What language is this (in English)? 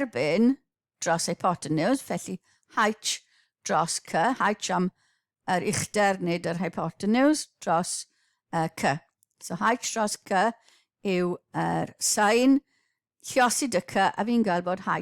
Welsh